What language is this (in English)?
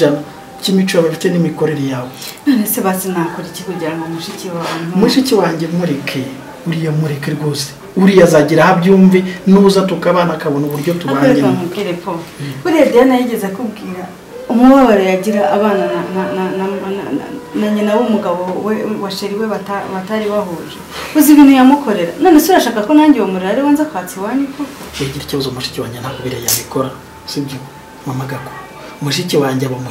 Kinyarwanda